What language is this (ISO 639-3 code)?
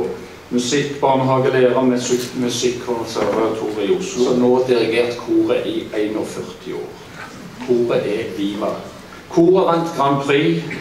nor